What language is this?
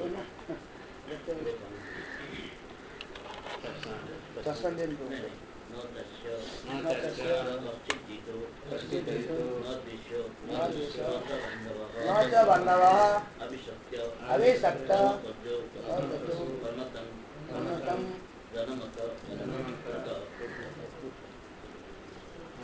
Odia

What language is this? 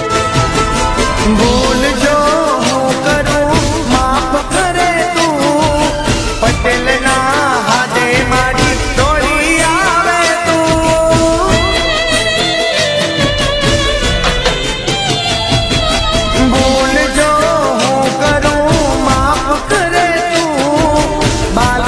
Gujarati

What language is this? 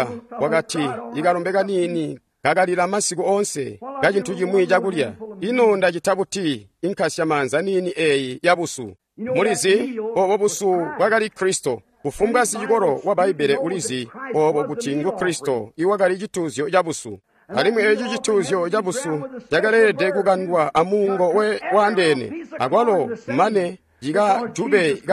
Tonga (Zambia)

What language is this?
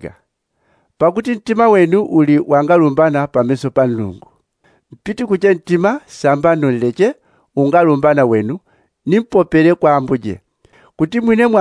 Yao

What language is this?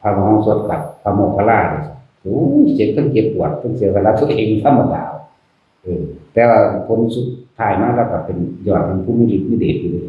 Northeastern Thai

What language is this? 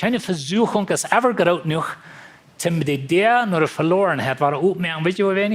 Plautdietsch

